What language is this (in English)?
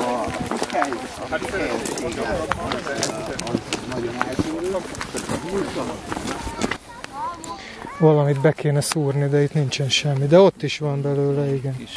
Hungarian